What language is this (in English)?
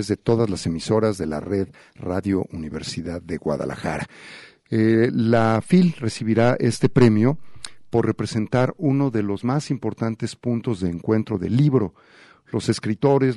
Spanish